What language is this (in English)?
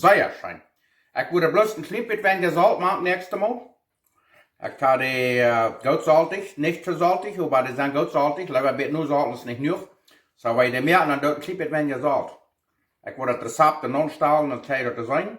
Plautdietsch